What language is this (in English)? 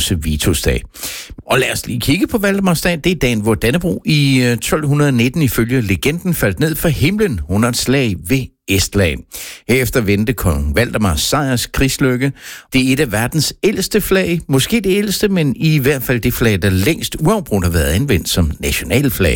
Danish